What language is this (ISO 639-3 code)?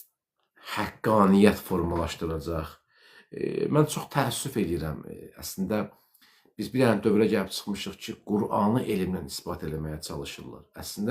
aze